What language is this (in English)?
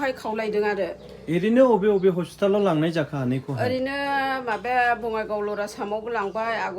Bodo